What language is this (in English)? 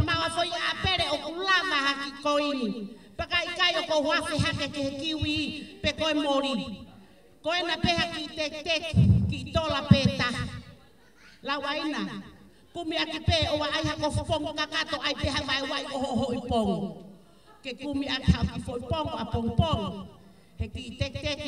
Tongan